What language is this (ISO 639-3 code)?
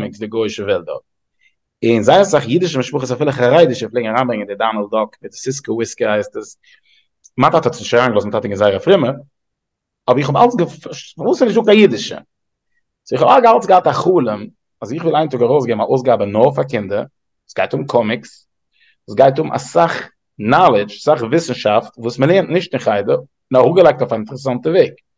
yid